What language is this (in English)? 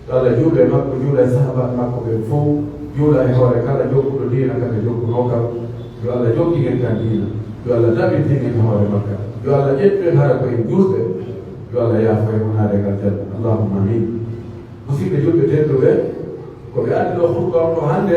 Pular